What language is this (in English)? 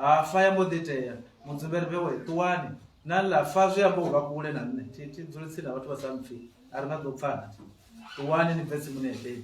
Venda